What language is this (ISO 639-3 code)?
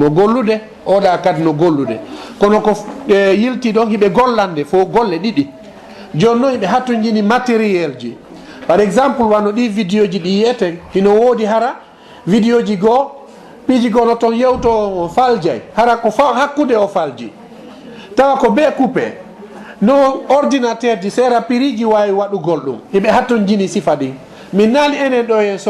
ful